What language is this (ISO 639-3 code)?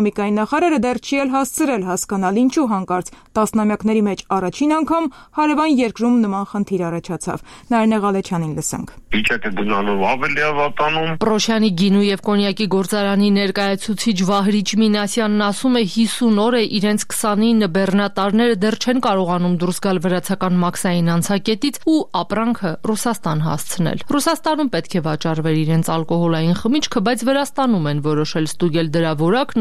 hye